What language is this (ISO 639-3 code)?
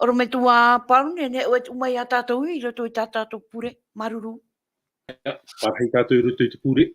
tah